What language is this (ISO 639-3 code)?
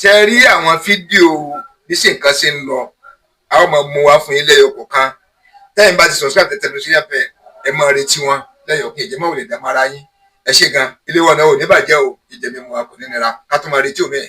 yor